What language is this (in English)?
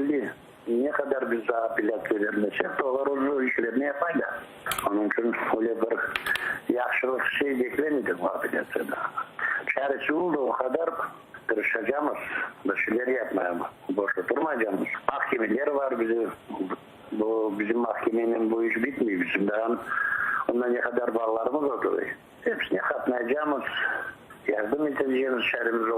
Crimean Tatar